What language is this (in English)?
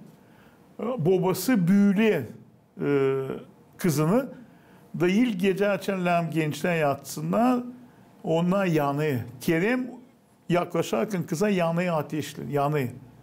Gagauz